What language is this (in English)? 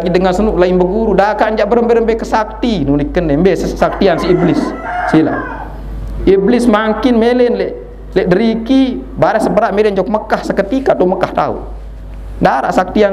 Sasak